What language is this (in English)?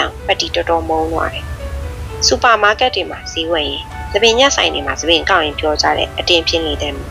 Burmese